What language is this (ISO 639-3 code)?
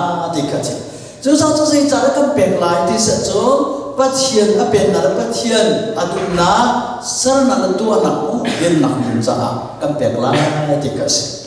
cnh